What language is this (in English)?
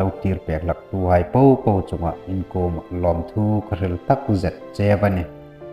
Hmar